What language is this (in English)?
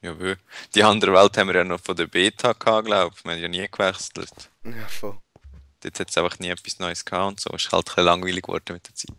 Swiss German